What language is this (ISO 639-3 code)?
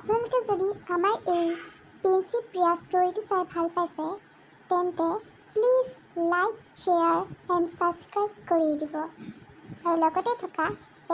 asm